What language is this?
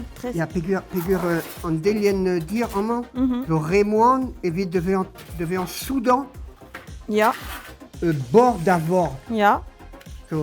Breton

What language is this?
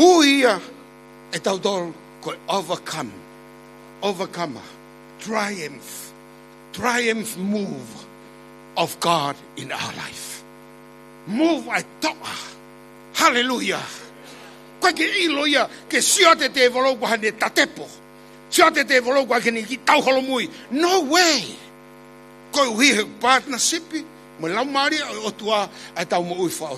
Tongan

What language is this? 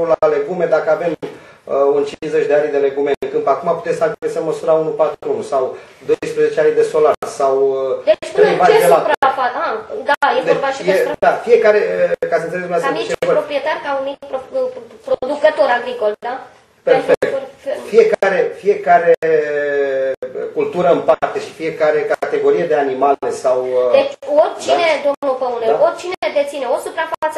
Romanian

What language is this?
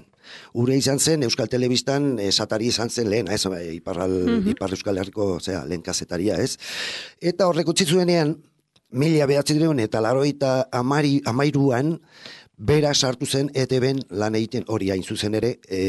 Basque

